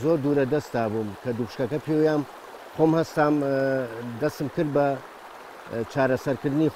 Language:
Central Kurdish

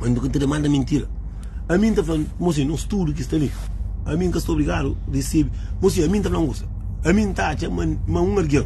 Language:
Kabuverdianu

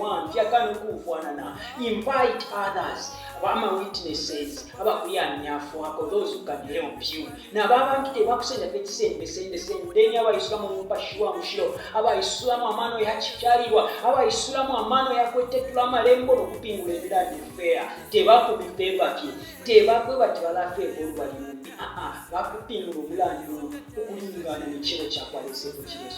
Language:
Bemba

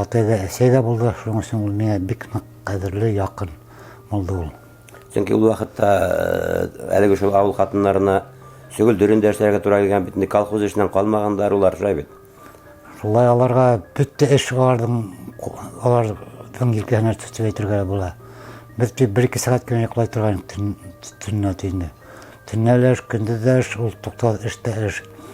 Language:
Bashkir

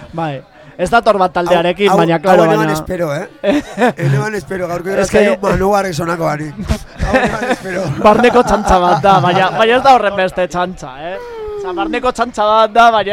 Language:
Basque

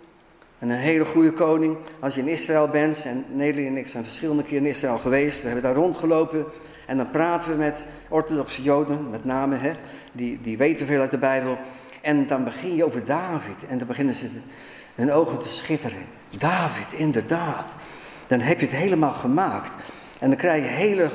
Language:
Dutch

